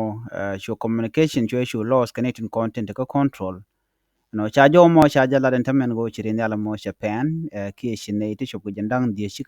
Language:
Nuer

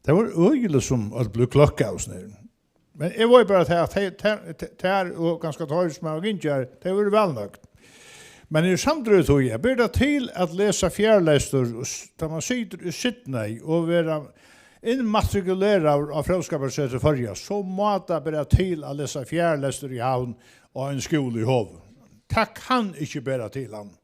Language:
Faroese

